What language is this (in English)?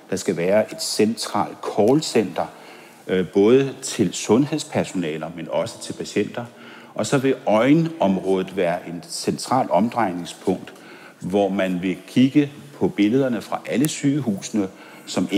Danish